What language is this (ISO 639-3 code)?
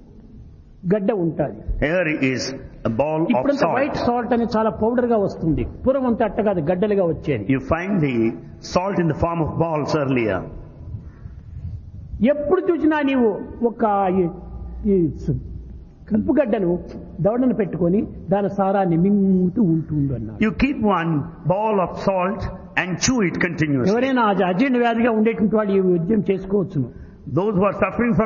tel